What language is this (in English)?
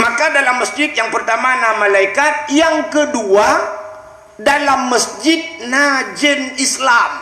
Achinese